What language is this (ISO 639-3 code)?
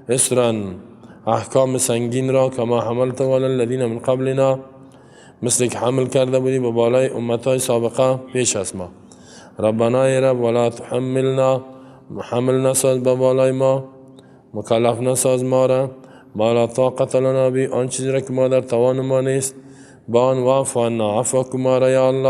fas